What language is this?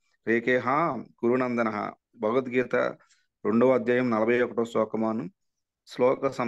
Telugu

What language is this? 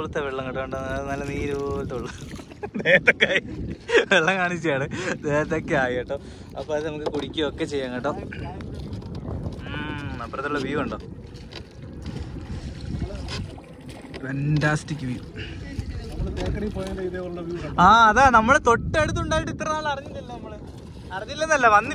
Malayalam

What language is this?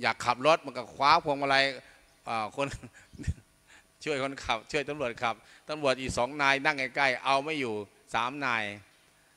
Thai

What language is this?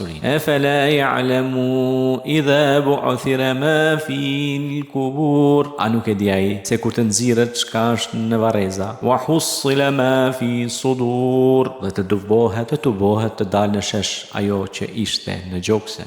Albanian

